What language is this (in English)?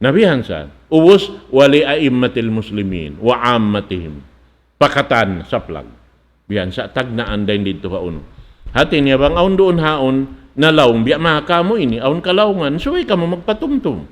Tausug